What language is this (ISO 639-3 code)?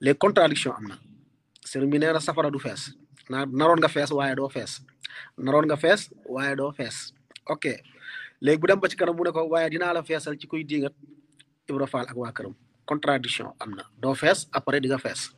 wol